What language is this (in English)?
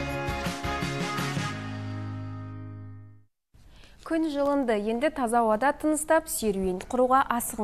Kazakh